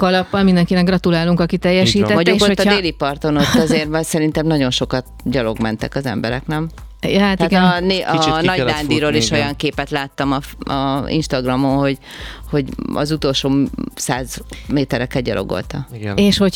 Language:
Hungarian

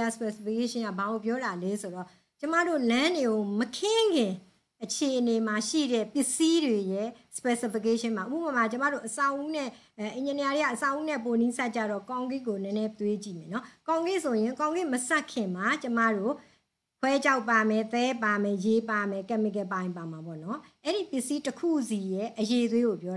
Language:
Burmese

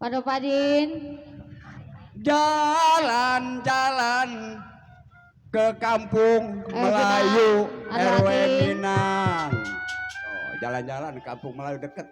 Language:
Betawi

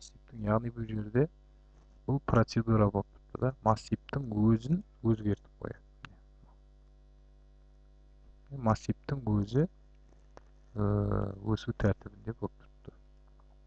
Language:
Kazakh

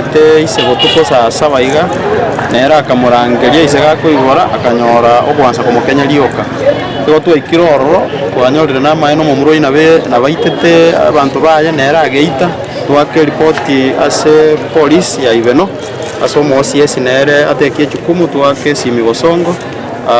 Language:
Gusii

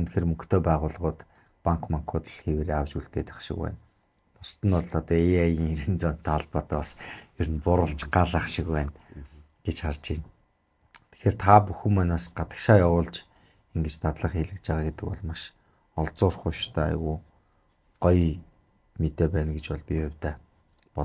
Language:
Mongolian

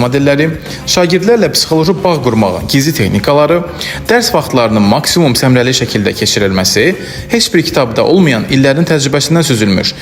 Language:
Azerbaijani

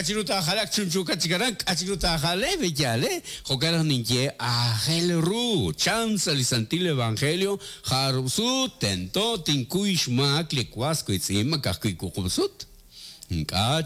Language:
Kekchí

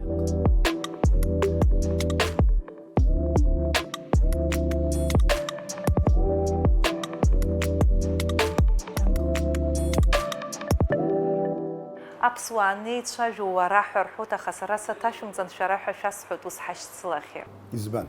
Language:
Abkhazian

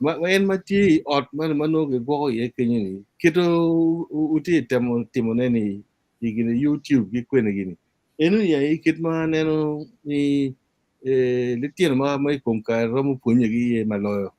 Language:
Acoli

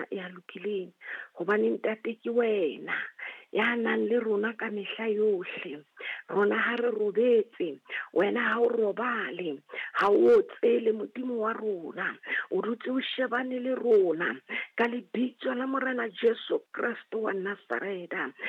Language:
Southern Sotho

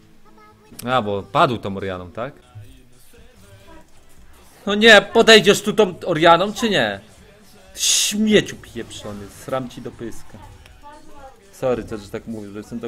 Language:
Polish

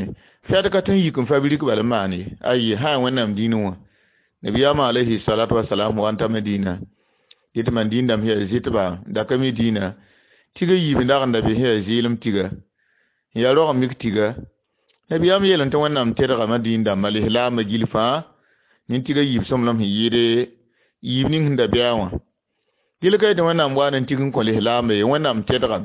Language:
Mossi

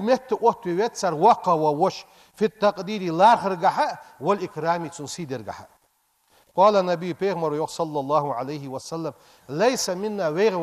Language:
Ingush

